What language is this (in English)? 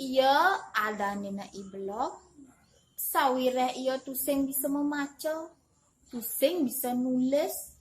Balinese